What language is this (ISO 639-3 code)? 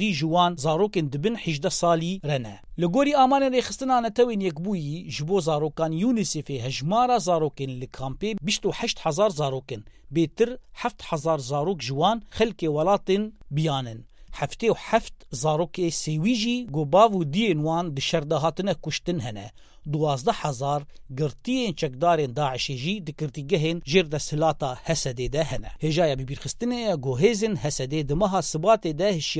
kur